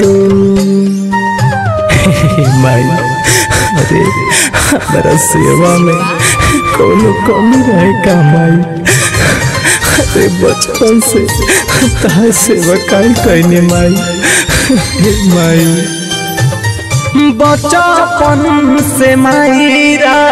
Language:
Bhojpuri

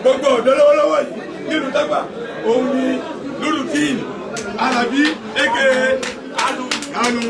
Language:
Yoruba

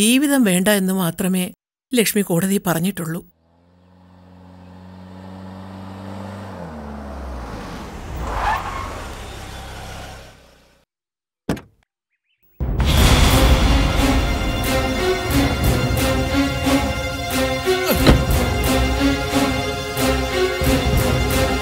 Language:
Malayalam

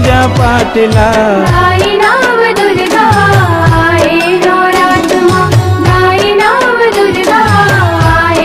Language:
Chhattisgarhi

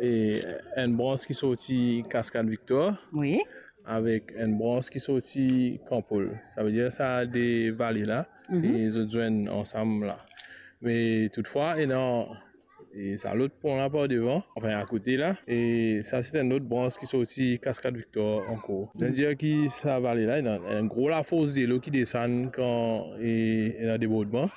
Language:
Morisyen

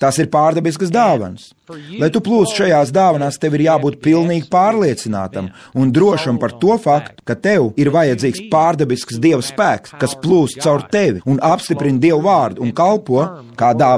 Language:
Latvian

